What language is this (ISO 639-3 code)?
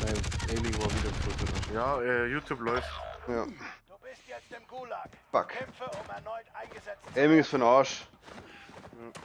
bar